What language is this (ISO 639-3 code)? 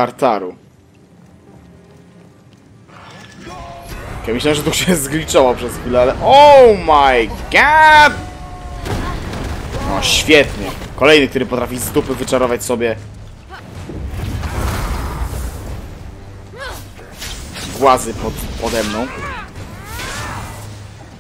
pol